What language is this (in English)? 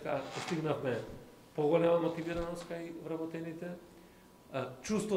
Macedonian